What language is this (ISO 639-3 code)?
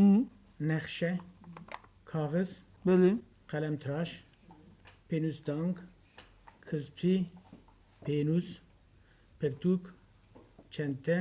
kur